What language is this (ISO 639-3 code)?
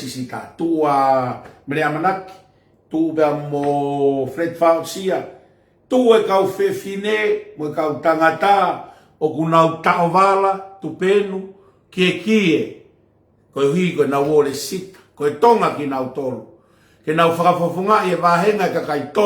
ton